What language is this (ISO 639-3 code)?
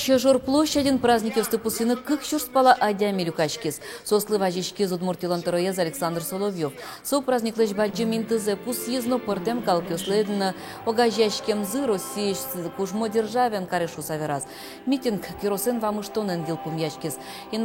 udm